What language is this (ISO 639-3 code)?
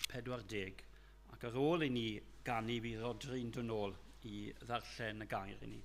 cym